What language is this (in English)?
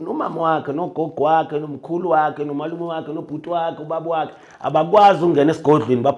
Zulu